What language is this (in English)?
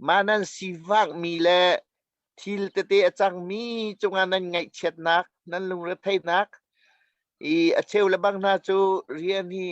Hakha Chin